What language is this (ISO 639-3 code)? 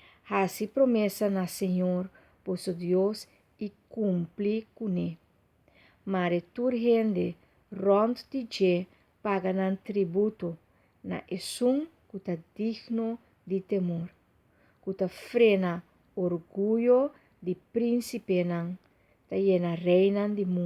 pap